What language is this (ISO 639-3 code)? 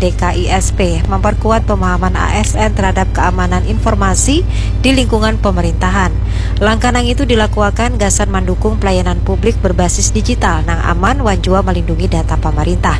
bjn